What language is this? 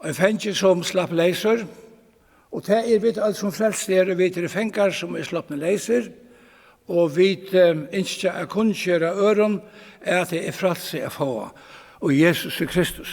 Faroese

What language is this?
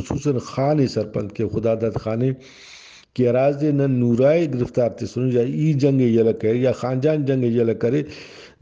Brahui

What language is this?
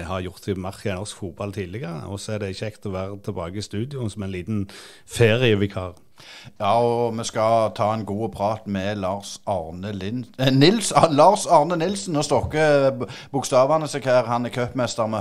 Norwegian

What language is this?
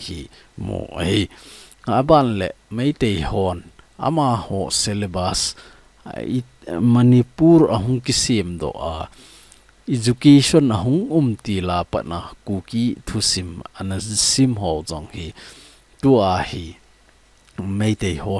Thado Chin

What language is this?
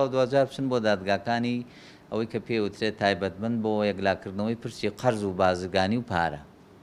Central Kurdish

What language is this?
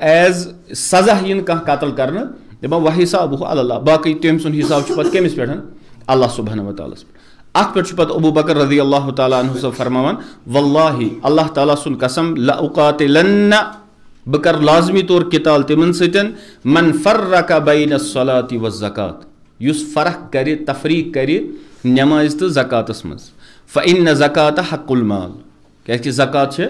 Kashmiri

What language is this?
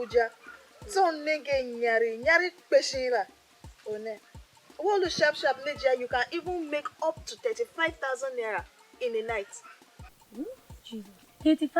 Tiv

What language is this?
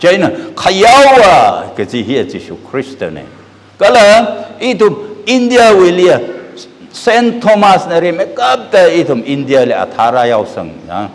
Tangkhul Naga (India)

